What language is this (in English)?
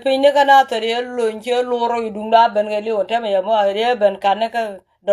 Nuer